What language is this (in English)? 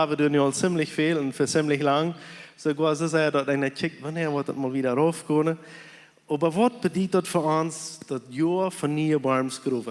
Plautdietsch